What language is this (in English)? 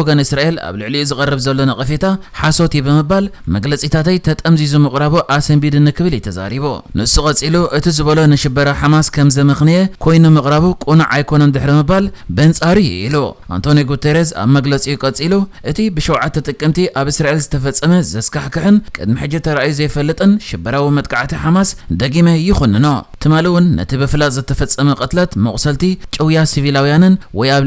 Tigrinya